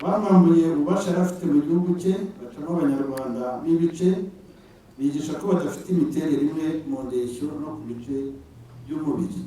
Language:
Kinyarwanda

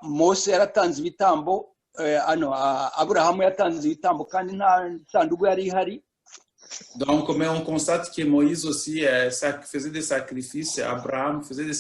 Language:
Kinyarwanda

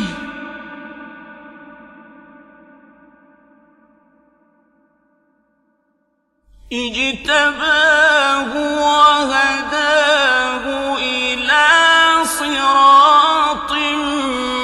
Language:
Arabic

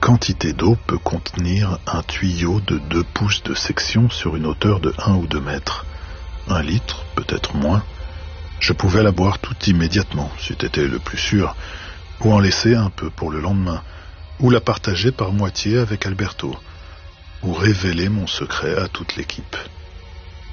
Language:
French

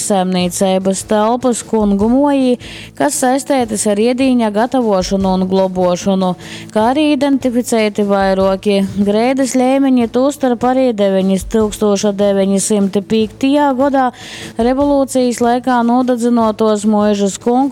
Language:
Latgalian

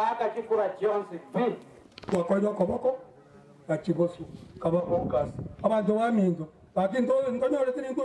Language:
Gusii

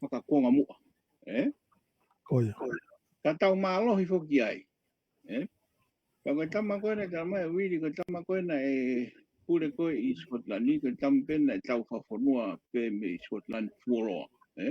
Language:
Tongan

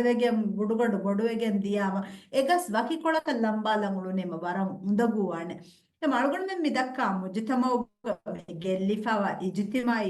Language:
Divehi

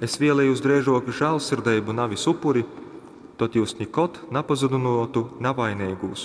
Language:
Latgalian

